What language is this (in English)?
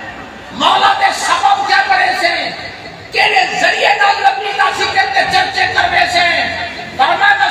Saraiki